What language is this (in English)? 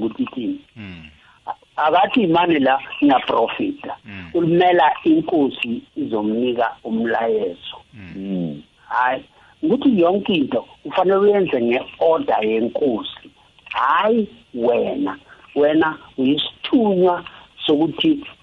South Ndebele